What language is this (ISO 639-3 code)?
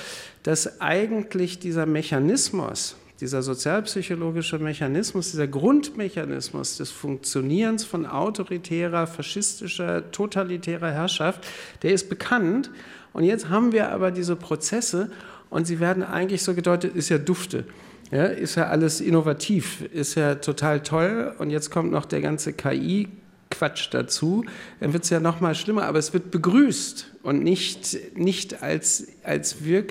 deu